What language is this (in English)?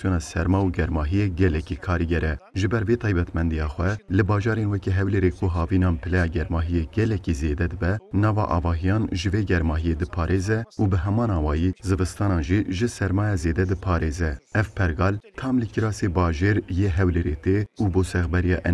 Kurdish